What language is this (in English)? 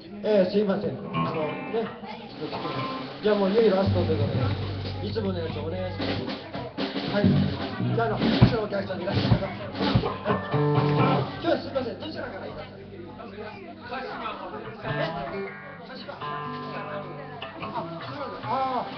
Japanese